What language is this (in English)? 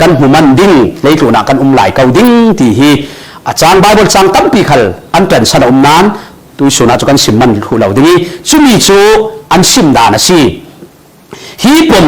Falam Chin